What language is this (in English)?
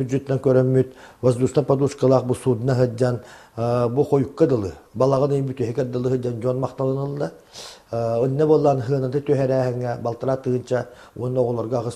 Yakut